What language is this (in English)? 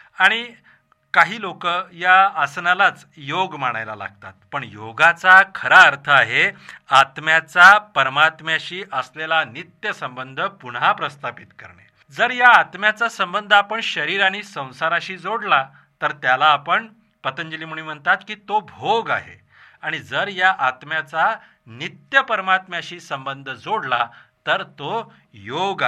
Marathi